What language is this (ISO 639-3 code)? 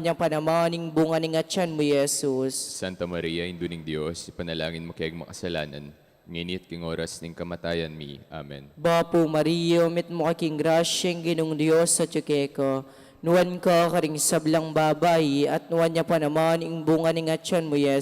pam